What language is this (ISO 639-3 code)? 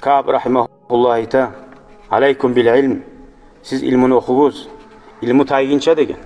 kum